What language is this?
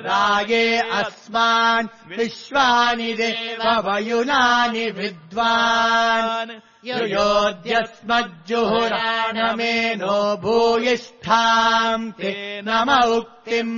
Sanskrit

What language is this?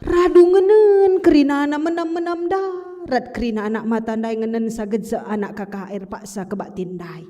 Batak Karo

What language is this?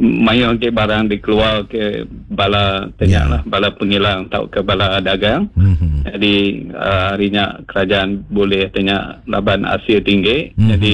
Iban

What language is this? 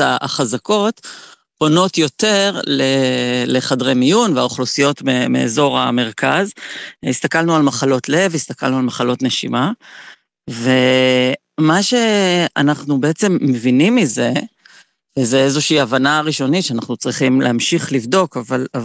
Hebrew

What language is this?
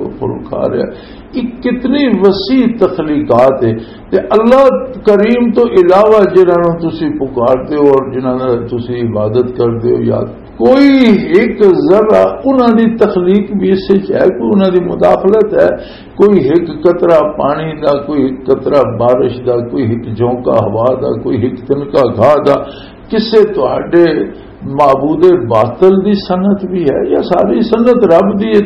Western Panjabi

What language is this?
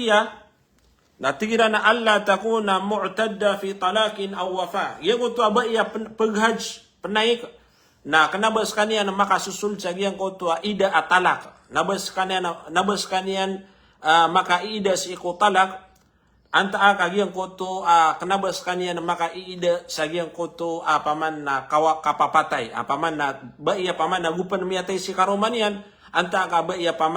Maranao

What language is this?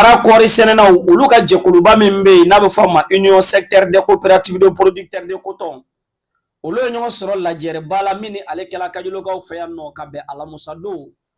Bambara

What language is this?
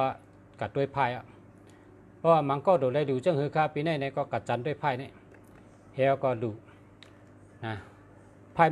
Shan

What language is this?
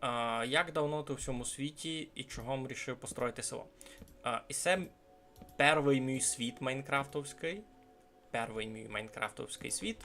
Rusyn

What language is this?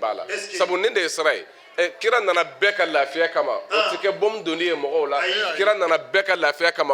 Bambara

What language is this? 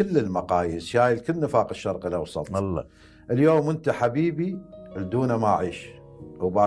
Mesopotamian Arabic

